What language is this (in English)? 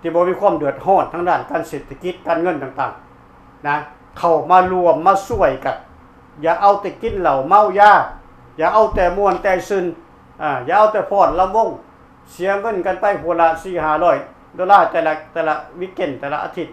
Lao